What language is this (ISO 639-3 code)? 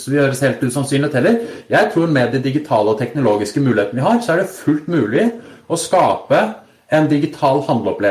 nor